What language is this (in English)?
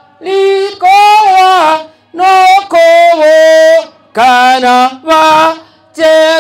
Gusii